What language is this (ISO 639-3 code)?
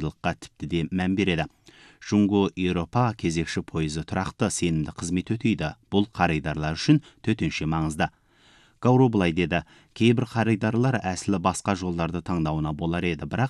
kaz